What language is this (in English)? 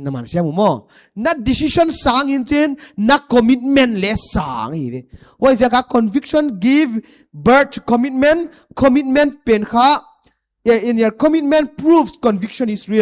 Paite Chin